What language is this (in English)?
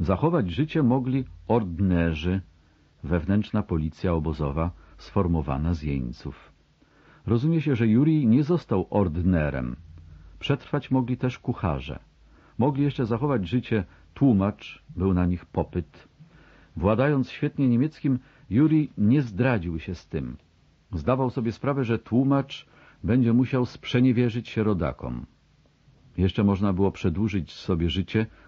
Polish